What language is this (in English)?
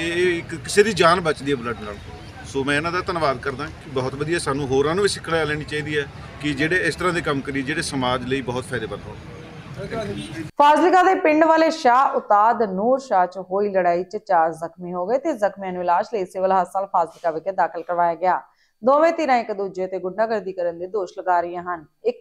Punjabi